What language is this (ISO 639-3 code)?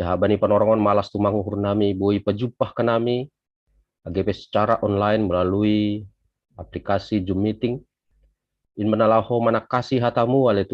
bts